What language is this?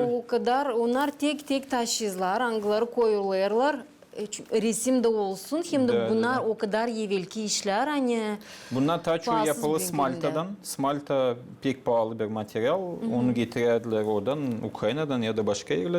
Gagauz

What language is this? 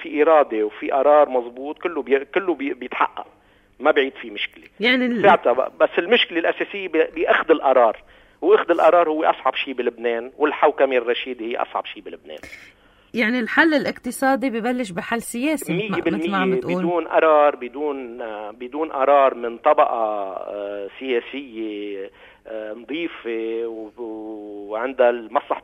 North Levantine Arabic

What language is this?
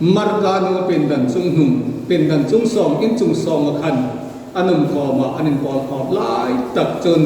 Hmar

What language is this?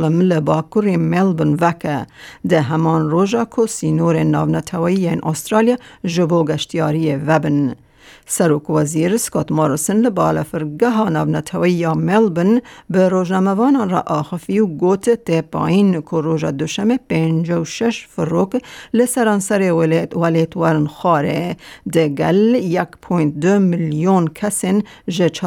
Kurdish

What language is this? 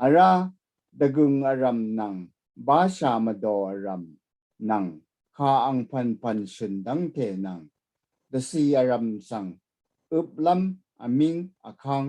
Rawang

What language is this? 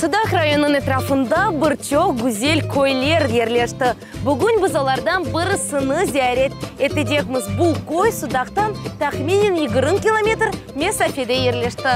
Crimean Tatar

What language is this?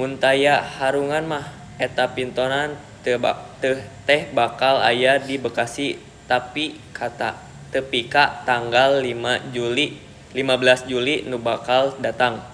Sundanese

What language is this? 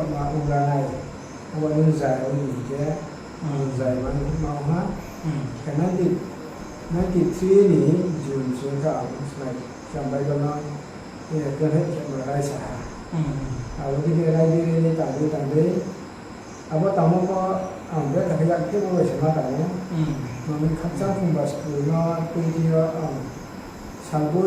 Riang (India)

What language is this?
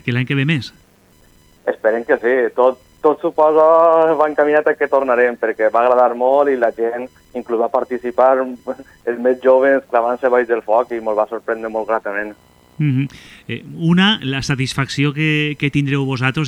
Catalan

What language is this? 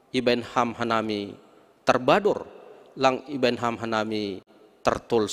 Batak Simalungun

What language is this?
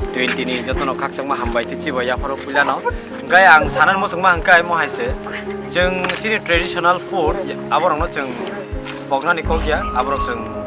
Kok Borok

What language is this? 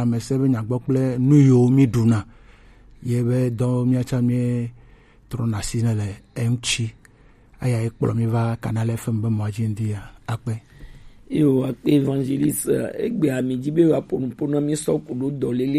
Gen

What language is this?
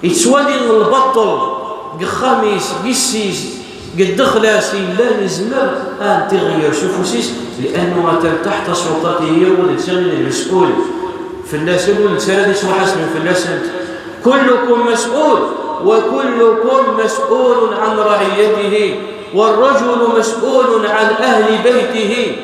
Kabyle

